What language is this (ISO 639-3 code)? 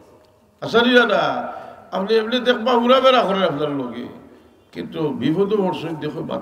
syl